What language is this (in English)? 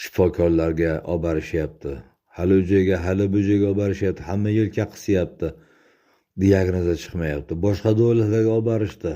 Uzbek